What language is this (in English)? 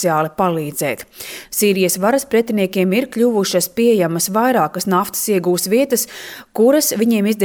Latvian